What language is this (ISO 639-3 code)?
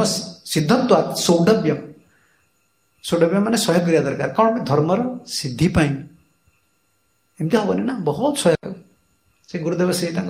ori